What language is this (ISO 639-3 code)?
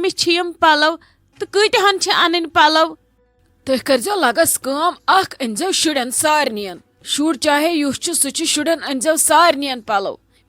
kas